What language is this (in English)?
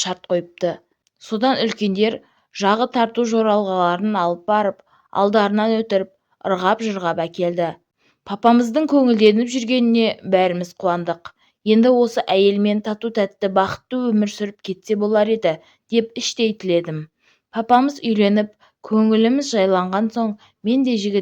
Kazakh